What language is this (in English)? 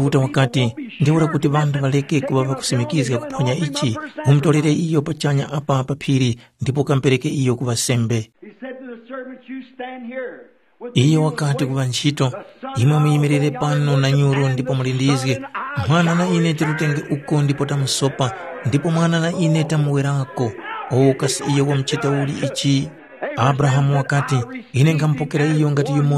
Tumbuka